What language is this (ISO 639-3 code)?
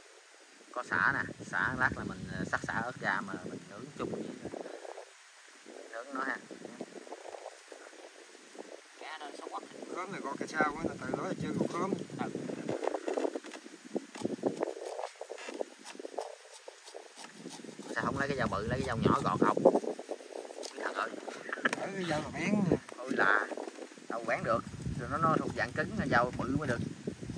vie